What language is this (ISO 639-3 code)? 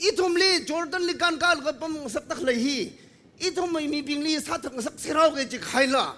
nmf